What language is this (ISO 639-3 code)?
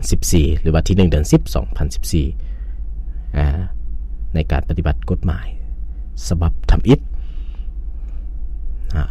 lao